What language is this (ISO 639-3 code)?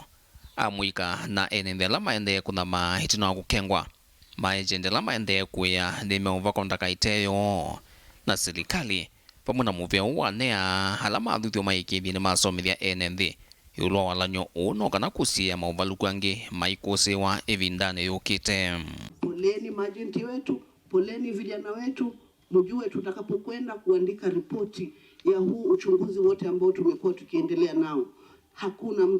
kam